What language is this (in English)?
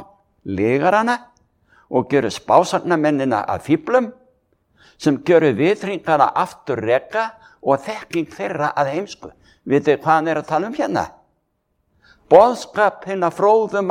Icelandic